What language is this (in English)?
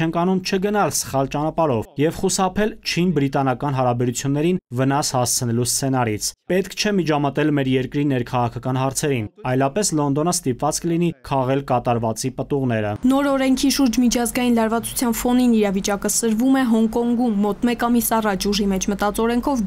Armenian